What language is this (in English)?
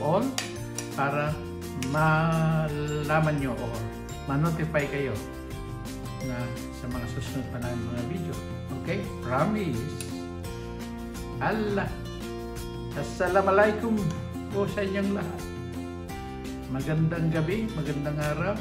Filipino